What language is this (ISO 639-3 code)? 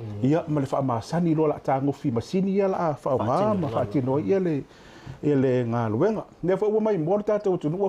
smo